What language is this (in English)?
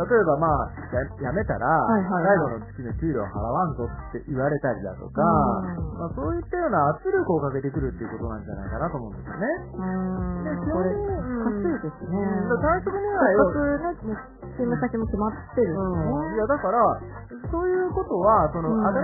Japanese